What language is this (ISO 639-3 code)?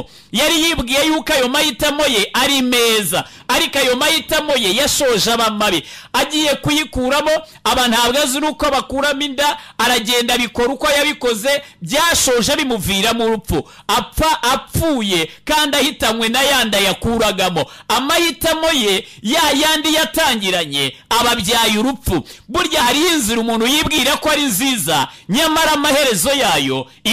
kin